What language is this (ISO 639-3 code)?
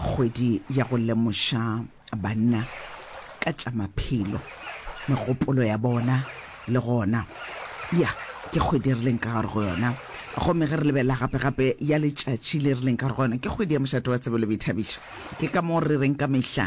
nso